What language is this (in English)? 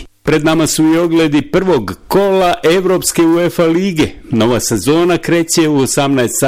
Bosnian